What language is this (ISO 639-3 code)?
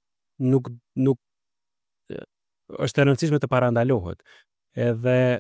sqi